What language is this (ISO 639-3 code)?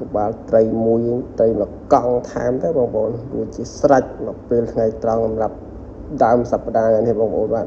khm